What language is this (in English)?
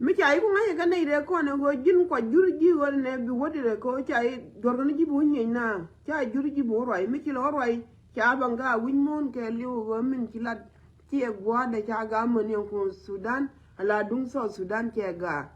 Nuer